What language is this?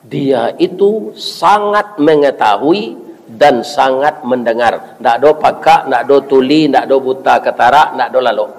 Minangkabau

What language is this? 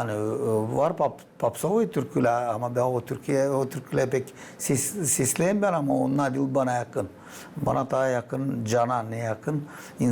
Gagauz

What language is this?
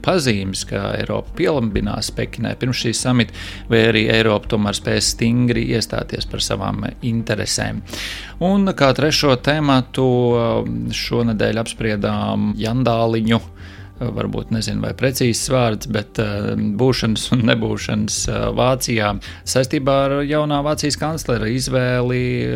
Latvian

